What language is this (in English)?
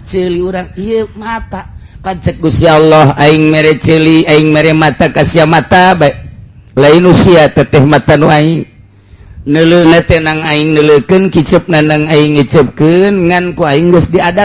Sundanese